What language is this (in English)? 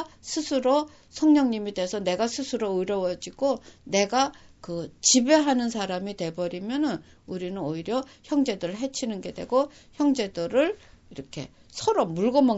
Korean